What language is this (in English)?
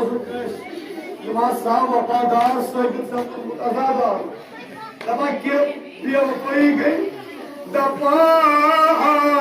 Kashmiri